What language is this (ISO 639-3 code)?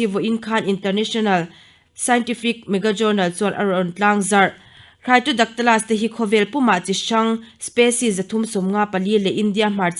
lus